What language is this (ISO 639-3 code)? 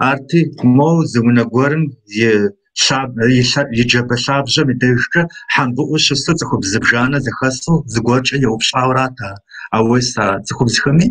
kbd